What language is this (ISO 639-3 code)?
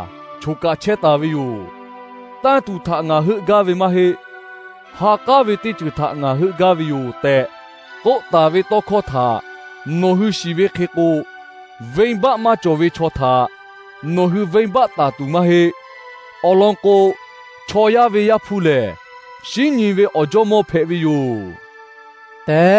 lhu